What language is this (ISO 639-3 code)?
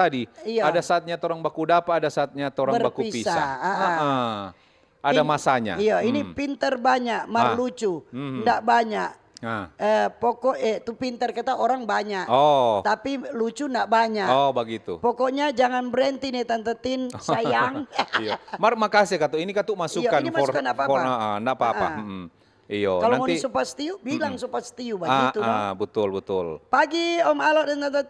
xmm